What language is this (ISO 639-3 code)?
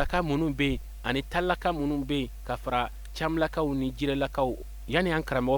bam